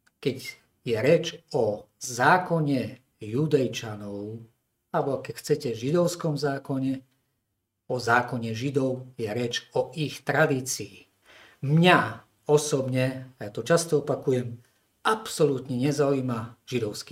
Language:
Slovak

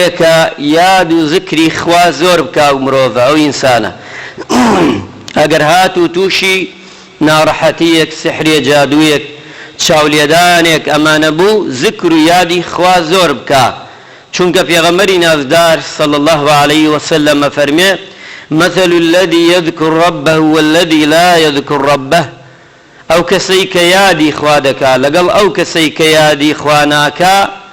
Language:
Central Kurdish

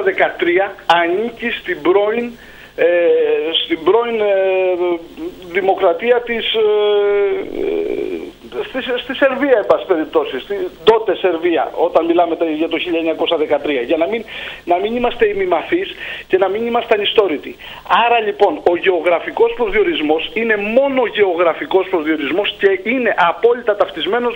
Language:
Greek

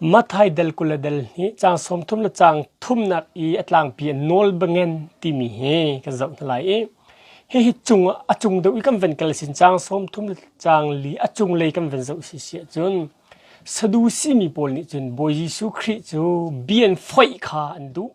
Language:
Hakha Chin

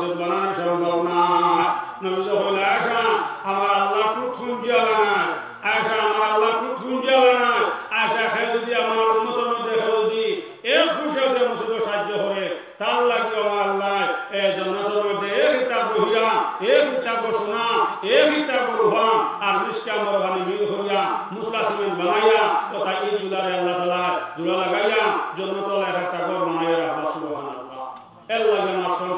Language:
Sylheti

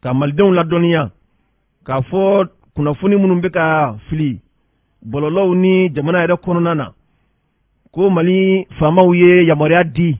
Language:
Bambara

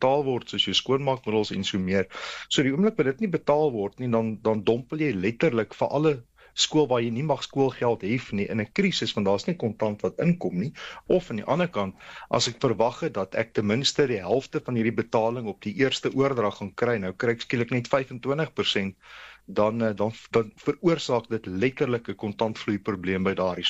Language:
Afrikaans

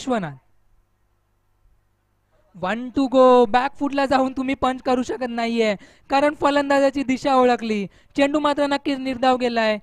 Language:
Marathi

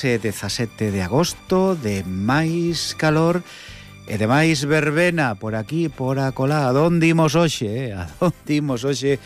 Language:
Galician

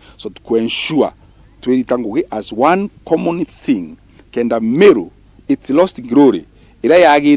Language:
Meru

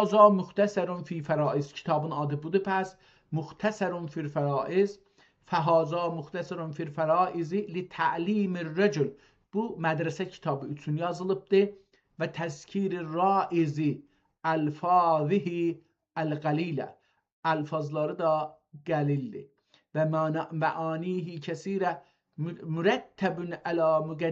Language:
South Azerbaijani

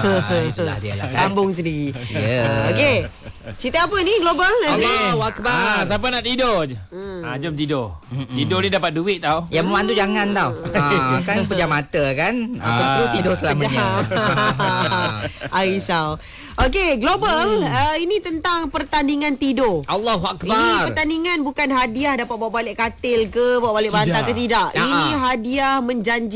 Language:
Malay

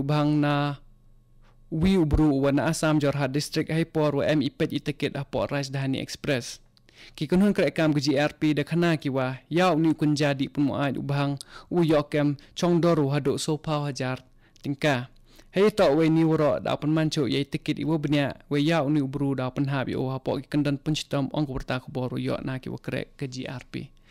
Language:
Khasi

